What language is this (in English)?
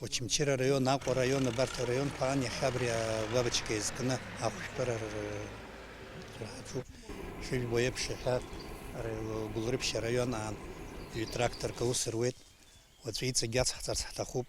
Abkhazian